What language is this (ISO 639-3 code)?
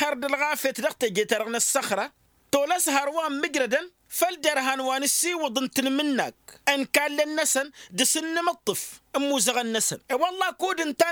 taq